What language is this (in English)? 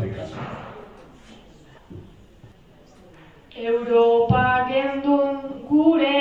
Basque